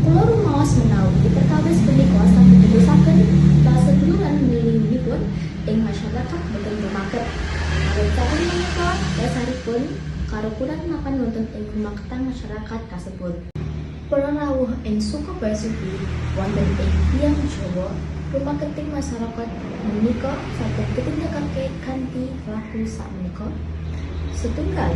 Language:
Javanese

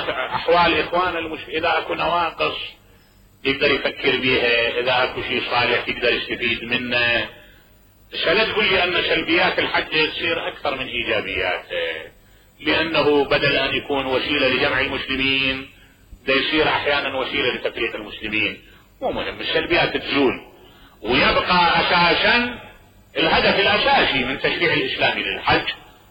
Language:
Mesopotamian Arabic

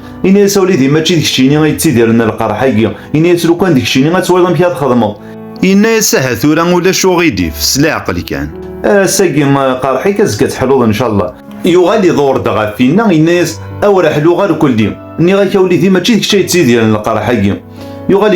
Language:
Kabyle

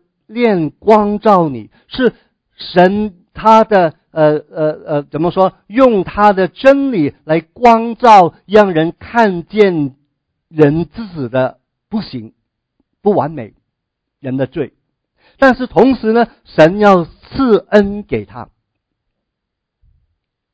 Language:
Chinese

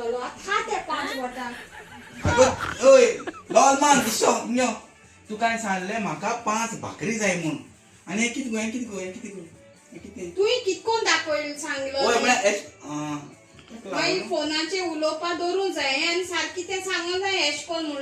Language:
Konkani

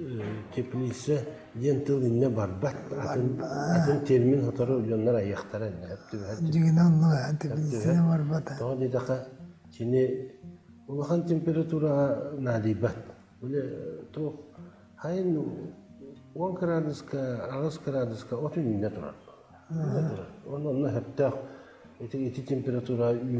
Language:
Yakut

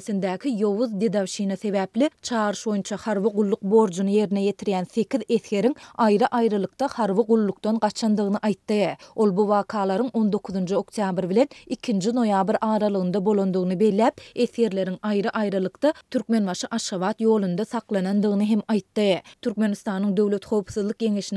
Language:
Turkmen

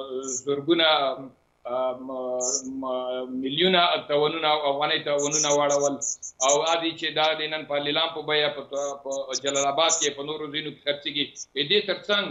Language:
Pashto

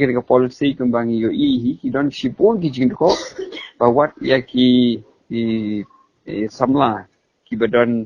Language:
Khasi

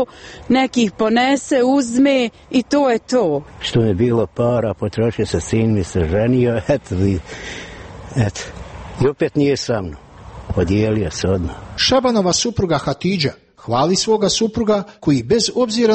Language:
Serbian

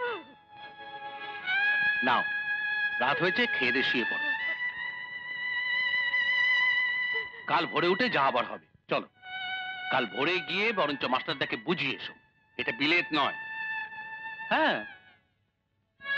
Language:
Bangla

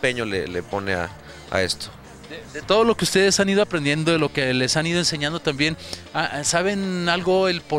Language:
Spanish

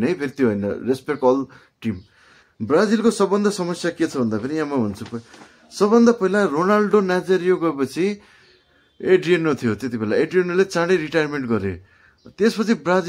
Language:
Nepali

